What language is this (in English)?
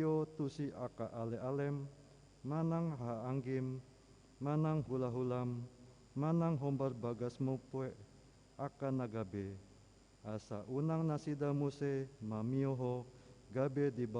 Batak Toba